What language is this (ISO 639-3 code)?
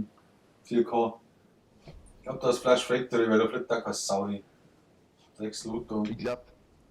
bar